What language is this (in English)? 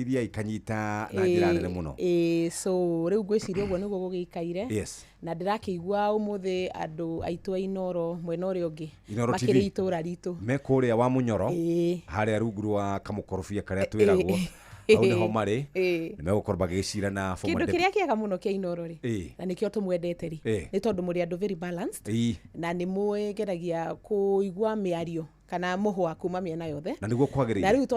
Kikuyu